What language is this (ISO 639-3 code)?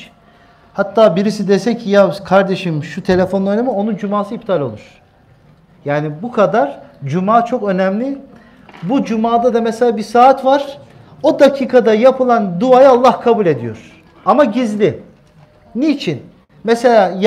tur